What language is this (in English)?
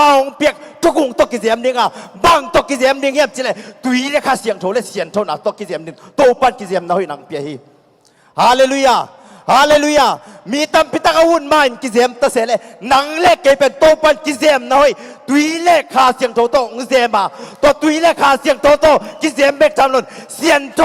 Tedim Chin